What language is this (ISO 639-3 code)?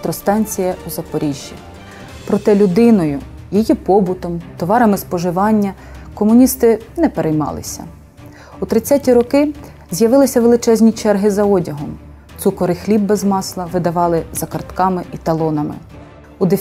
ukr